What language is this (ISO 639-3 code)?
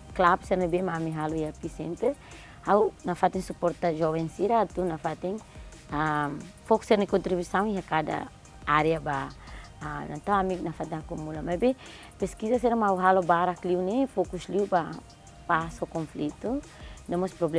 tet